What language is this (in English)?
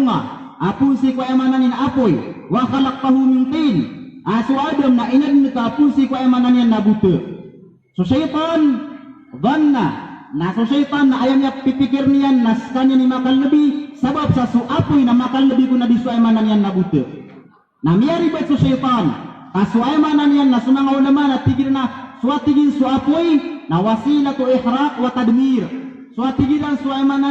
Maranao